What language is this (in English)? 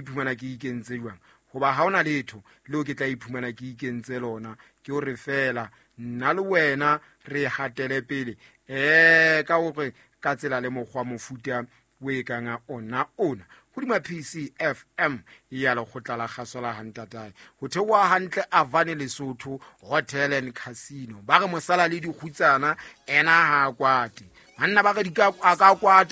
Southern Sotho